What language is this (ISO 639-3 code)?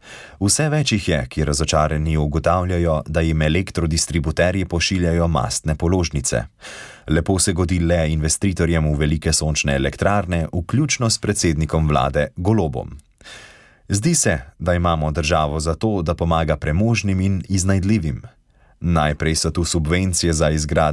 slv